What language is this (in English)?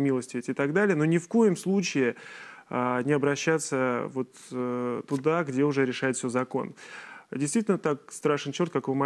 Russian